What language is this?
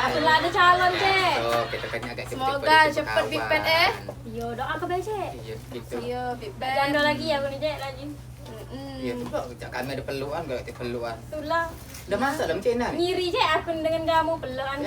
Musi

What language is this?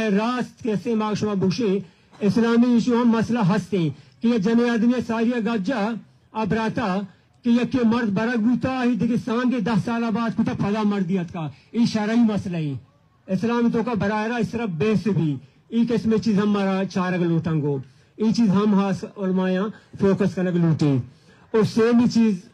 Baluchi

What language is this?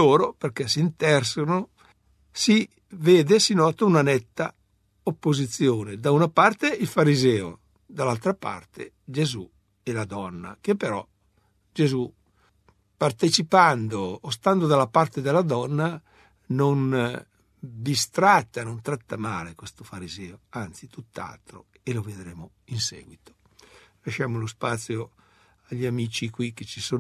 Italian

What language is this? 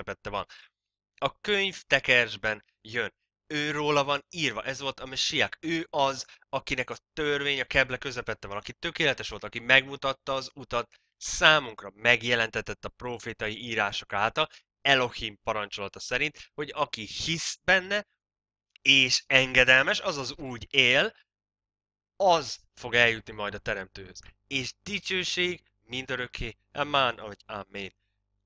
Hungarian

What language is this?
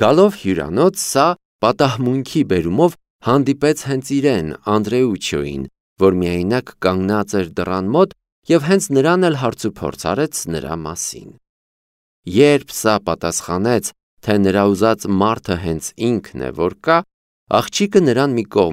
Armenian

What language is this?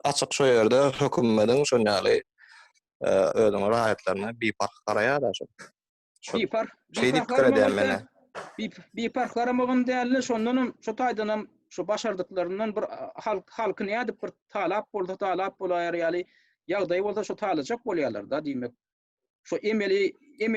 Turkmen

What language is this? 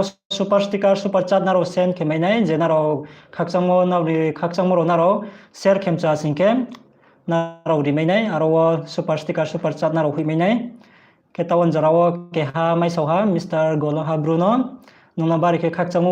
Riang (India)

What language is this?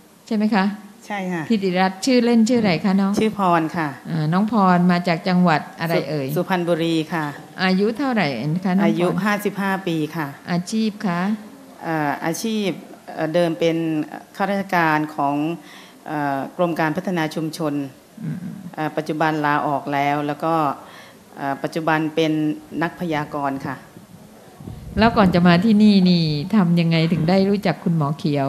Thai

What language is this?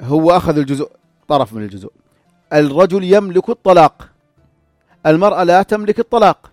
North Levantine Arabic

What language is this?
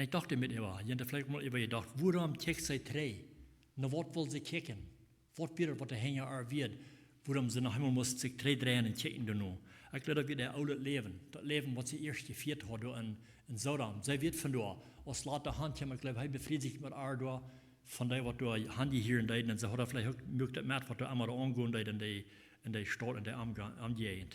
Plautdietsch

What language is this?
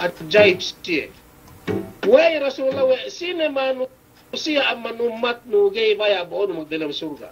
Yakan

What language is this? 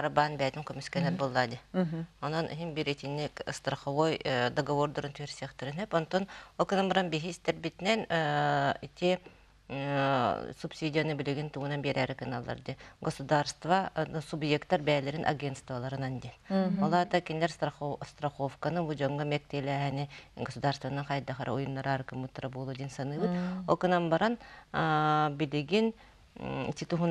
Yakut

